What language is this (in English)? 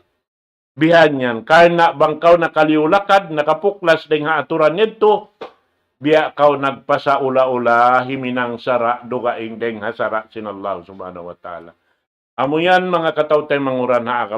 Tausug